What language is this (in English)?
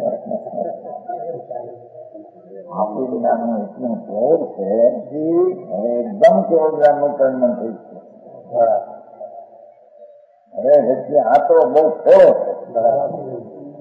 Gujarati